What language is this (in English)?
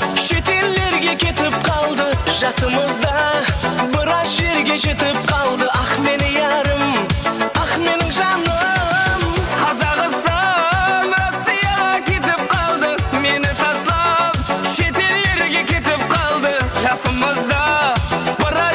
Kara-Kalpak